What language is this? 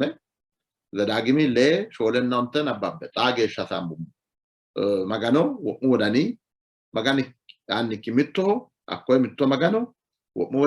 Sidamo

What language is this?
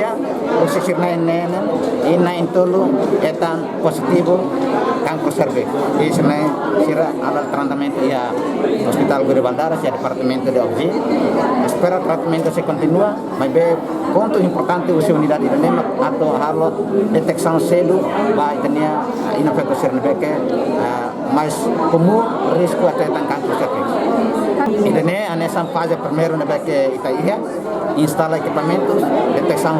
Tetum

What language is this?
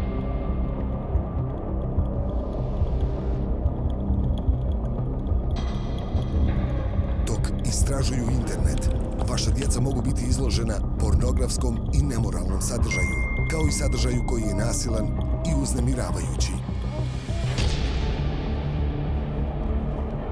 Bosnian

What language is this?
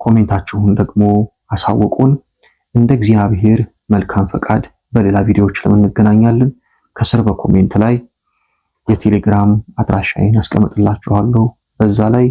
Amharic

